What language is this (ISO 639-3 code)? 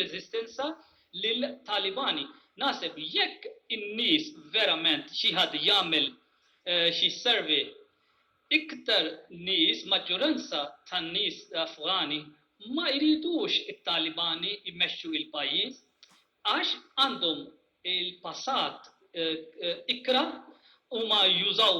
mlt